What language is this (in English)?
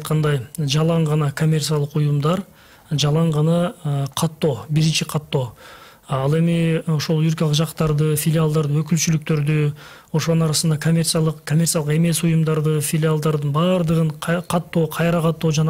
Kyrgyz